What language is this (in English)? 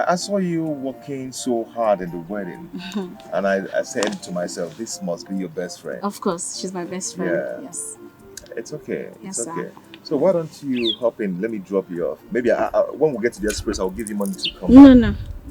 Nigerian Pidgin